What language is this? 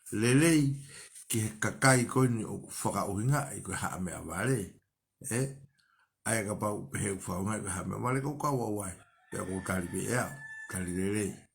Tongan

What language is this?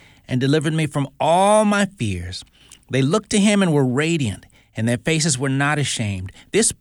English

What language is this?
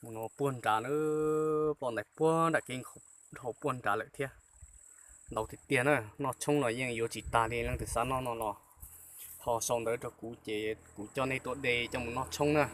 Hmong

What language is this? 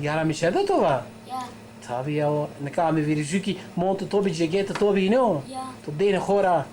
Zaza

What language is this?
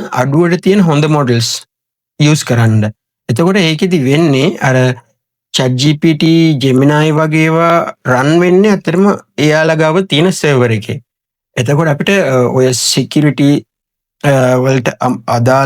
Sinhala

